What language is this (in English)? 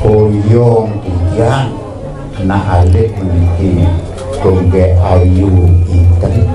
Balinese